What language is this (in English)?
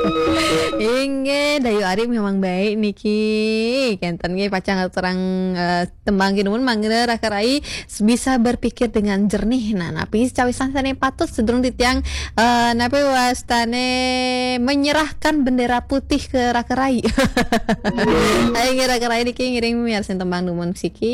Balinese